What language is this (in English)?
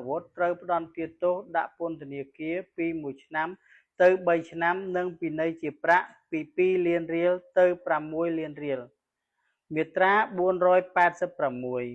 Khmer